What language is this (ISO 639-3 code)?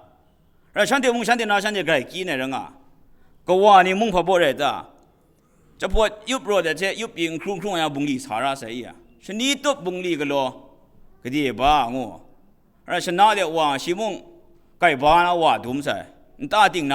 kac